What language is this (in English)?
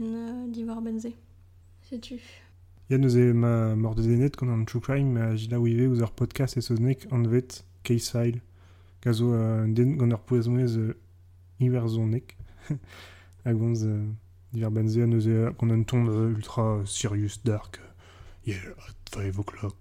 Breton